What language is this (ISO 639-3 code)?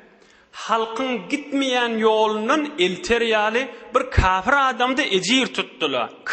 tuk